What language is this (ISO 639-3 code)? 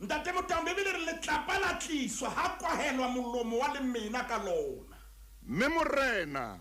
sot